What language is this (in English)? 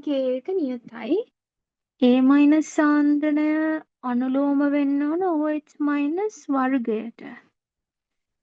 Sinhala